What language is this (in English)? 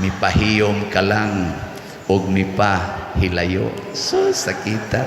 Cebuano